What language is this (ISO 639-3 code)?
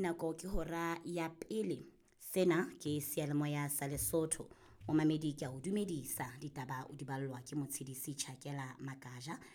sot